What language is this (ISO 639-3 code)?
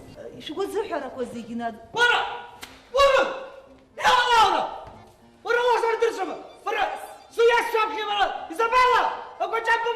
abk